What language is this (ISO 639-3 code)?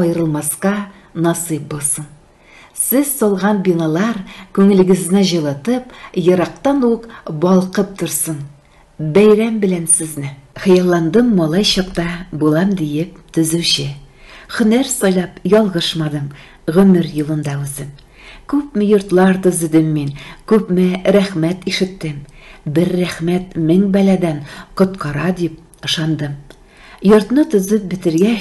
tat